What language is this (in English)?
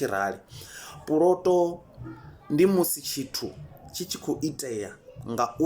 Venda